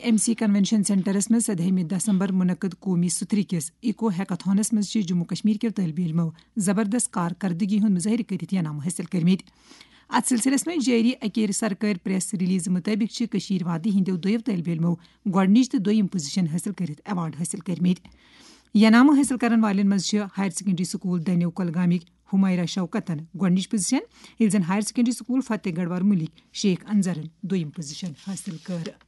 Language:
Kashmiri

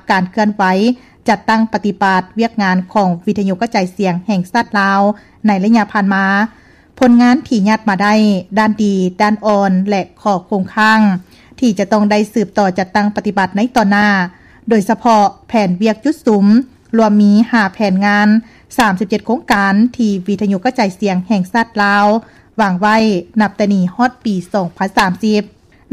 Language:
Lao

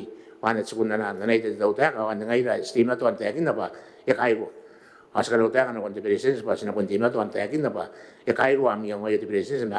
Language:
Gilbertese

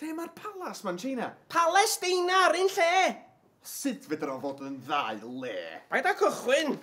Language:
Welsh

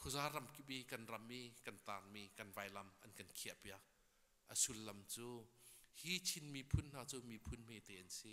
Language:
Hakha Chin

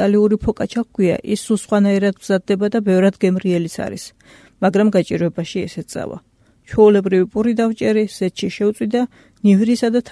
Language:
Georgian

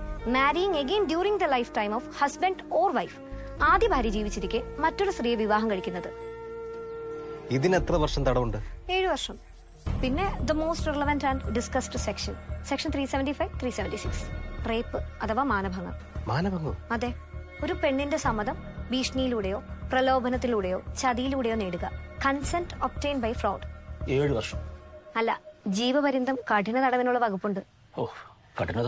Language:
Malayalam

